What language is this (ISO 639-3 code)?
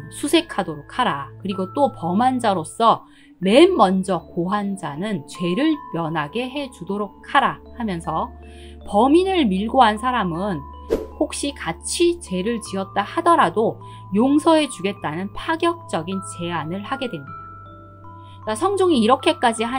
kor